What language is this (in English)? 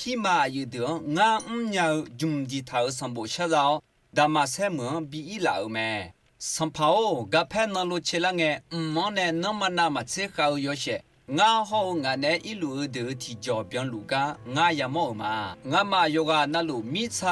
Akha